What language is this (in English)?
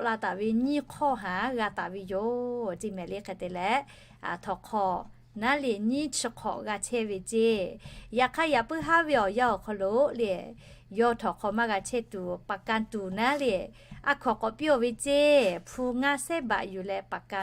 Lahu